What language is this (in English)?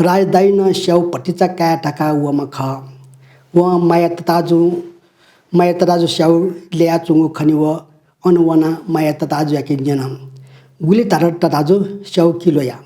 Newari